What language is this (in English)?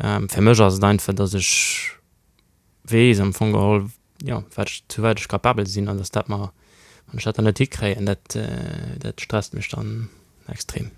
Luxembourgish